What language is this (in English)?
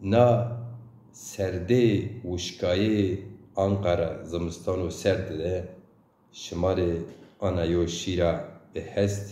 Zaza